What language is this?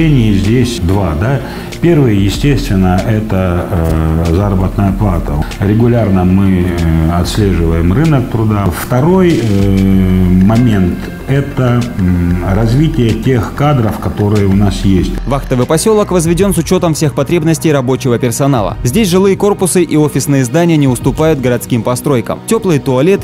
Russian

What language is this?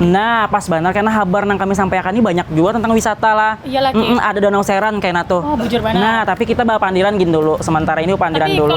Banjar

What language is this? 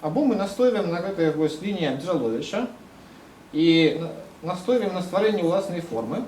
Belarusian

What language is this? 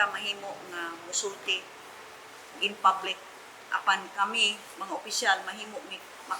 Cebuano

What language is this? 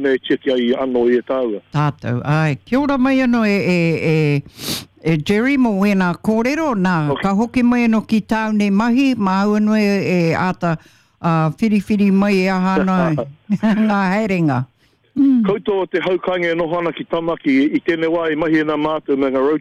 Māori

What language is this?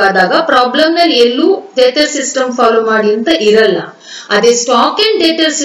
Kannada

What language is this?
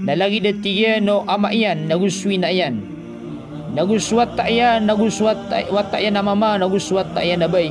Maranao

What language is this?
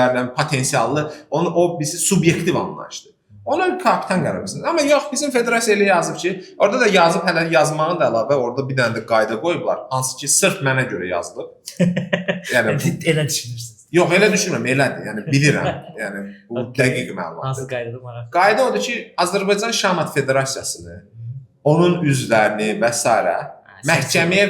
Azerbaijani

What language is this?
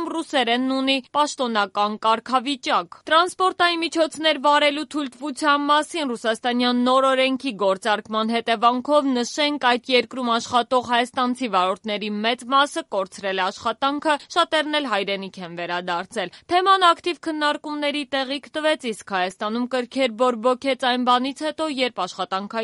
Armenian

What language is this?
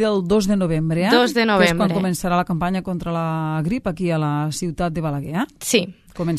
Catalan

